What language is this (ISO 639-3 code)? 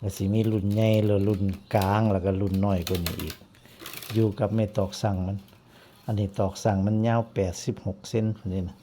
tts